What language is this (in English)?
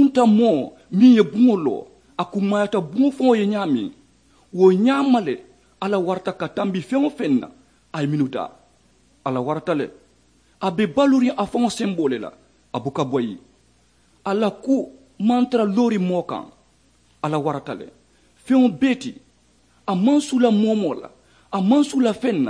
Mandingo